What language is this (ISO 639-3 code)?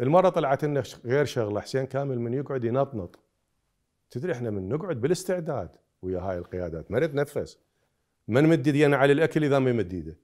acm